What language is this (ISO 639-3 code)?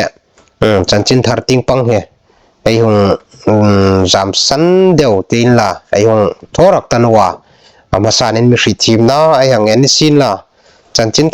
hmr